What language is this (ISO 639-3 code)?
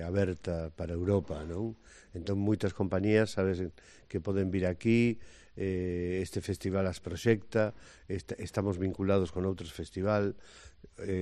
glg